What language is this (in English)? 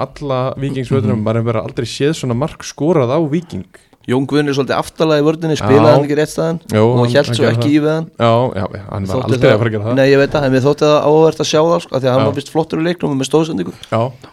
Icelandic